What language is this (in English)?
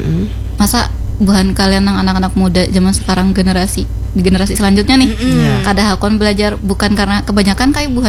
Banjar